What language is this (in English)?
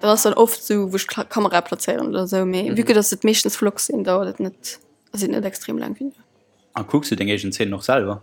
Luxembourgish